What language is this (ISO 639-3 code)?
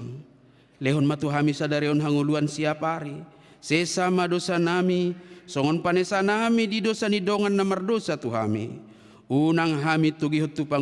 bbc